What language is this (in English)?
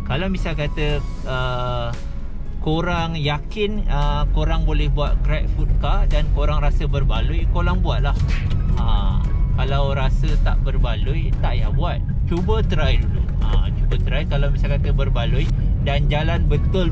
Malay